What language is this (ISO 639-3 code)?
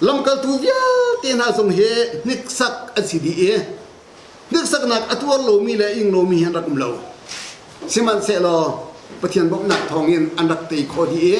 cnh